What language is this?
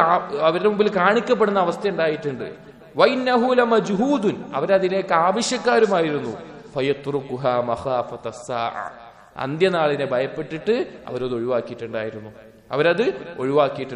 Malayalam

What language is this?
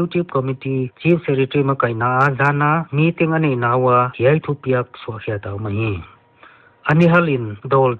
Paite Chin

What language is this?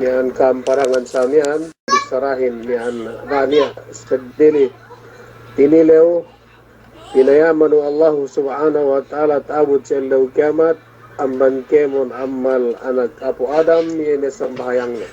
Yakan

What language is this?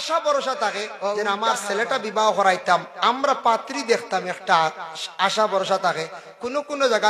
Sylheti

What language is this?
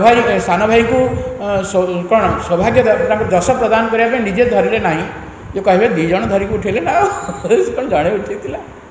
Odia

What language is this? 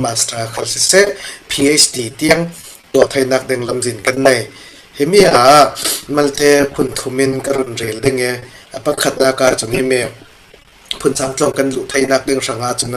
Falam Chin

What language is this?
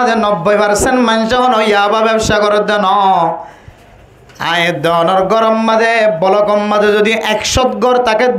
Rohingya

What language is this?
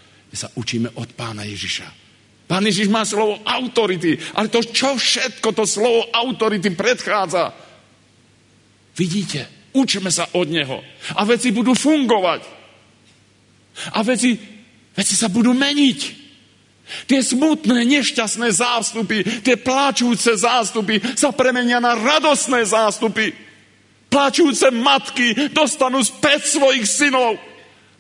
Slovak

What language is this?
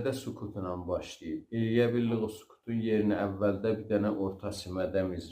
South Azerbaijani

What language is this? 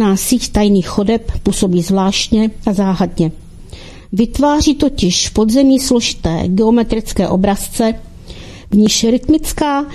Czech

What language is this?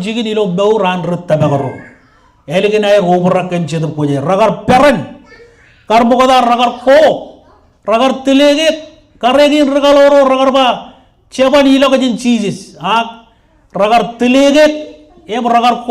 Marshallese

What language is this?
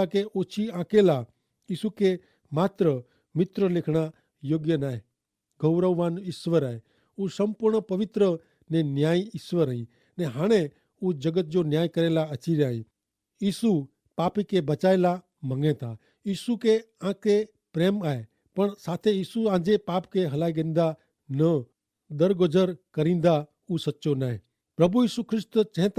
Kachhi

